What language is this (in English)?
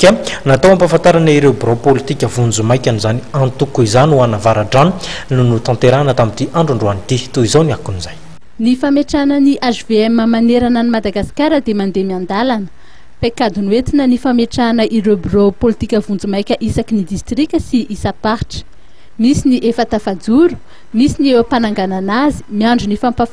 Malagasy